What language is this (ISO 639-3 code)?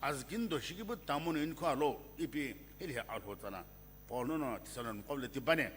nsm